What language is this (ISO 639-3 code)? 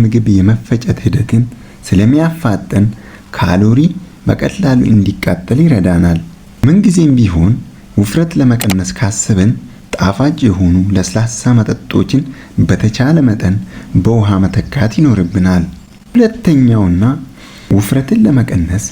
amh